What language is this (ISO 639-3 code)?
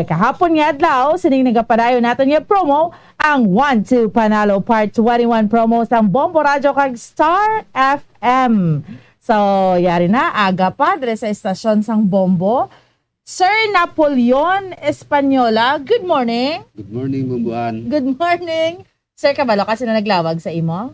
hil